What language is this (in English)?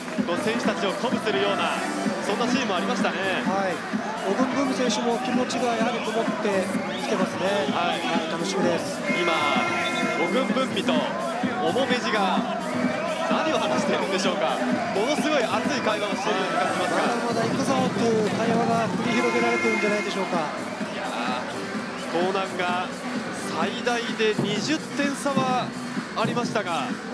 Japanese